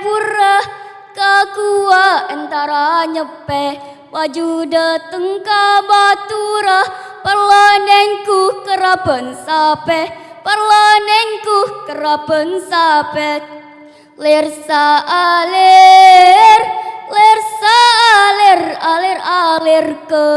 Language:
Madurese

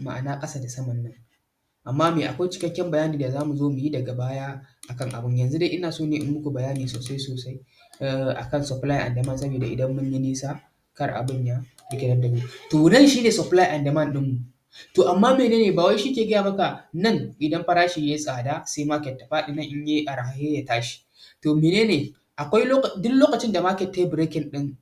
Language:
Hausa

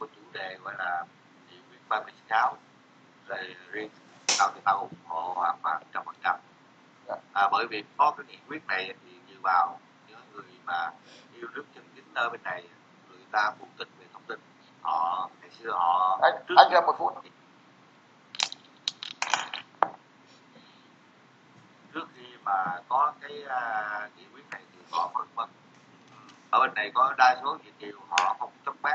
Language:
Vietnamese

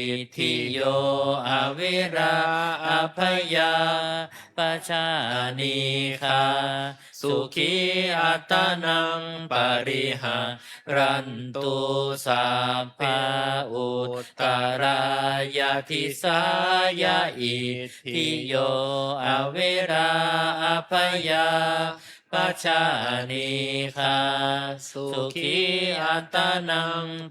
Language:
Pali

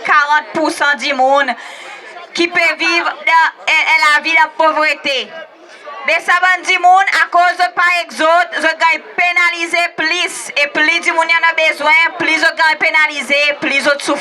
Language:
Seselwa Creole French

